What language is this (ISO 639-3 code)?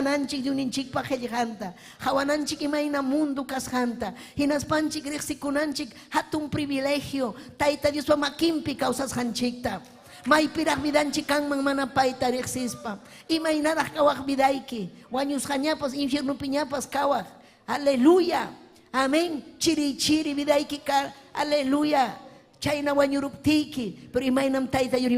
quy